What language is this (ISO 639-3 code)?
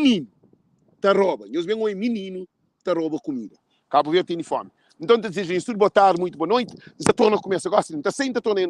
kea